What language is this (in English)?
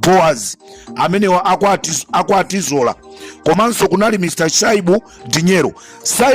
Nyanja